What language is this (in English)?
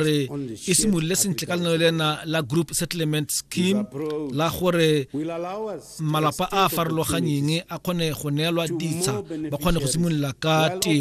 Tswana